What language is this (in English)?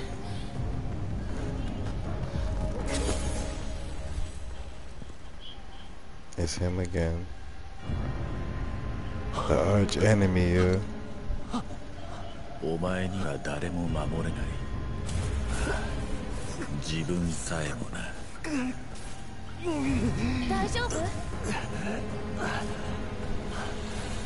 Japanese